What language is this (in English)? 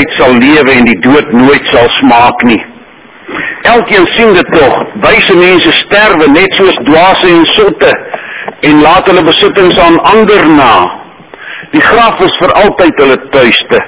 Afrikaans